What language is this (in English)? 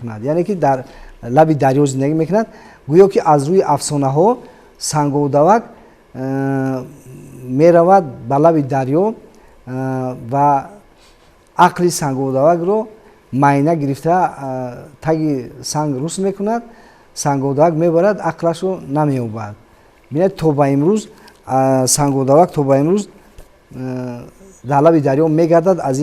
Tajik